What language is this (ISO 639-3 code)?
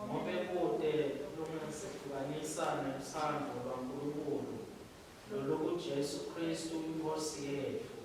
ssw